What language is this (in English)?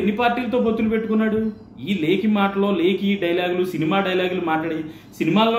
Telugu